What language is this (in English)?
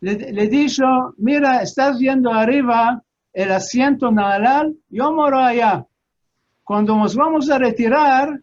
Ladino